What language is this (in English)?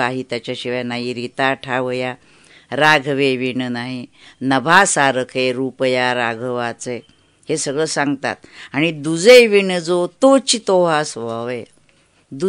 Marathi